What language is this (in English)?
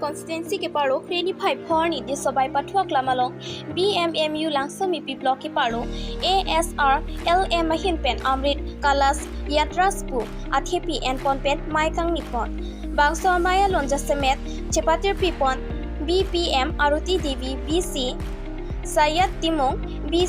Karbi